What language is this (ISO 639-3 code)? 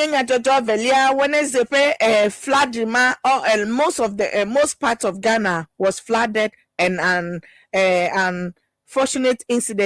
ewe